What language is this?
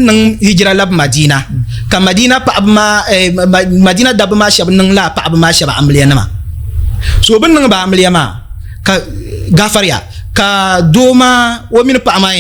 Dagbani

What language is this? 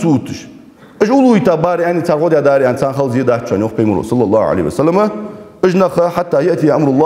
Ingush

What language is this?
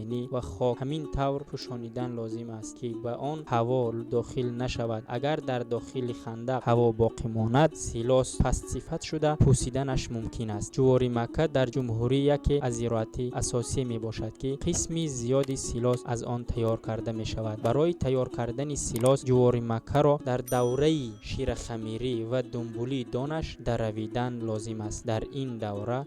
Tajik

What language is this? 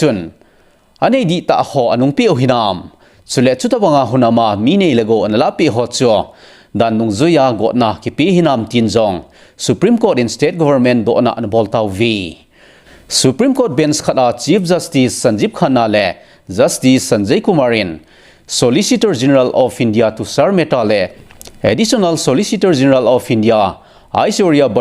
Thado Chin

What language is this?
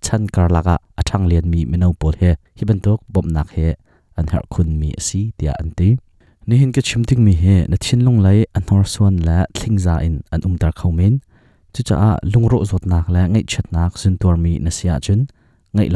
Hakha Chin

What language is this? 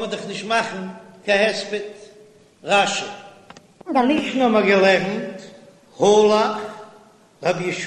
Yiddish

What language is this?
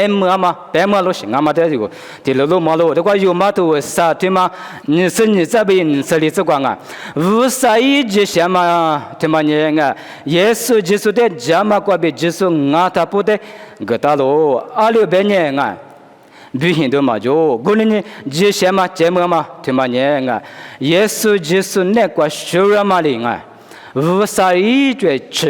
Lisu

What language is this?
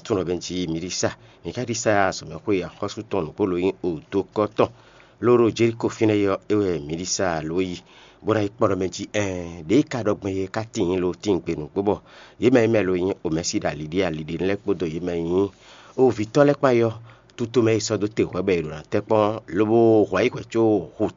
Fon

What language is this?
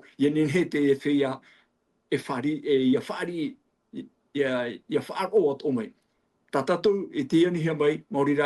Tahitian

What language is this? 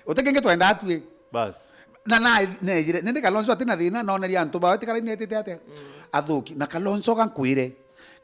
Meru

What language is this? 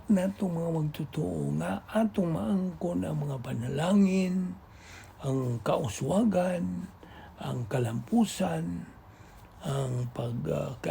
Cebuano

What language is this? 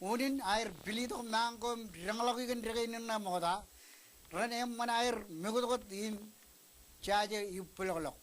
Marshallese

